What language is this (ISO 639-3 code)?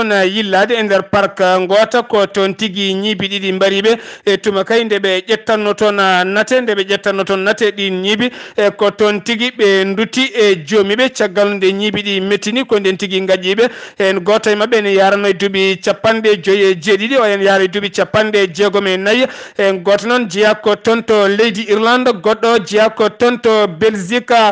ful